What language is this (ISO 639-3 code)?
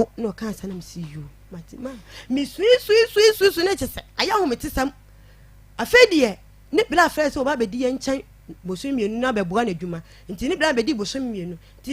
aka